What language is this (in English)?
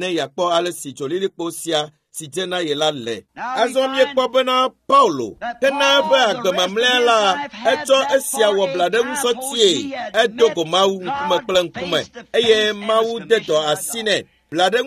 Ewe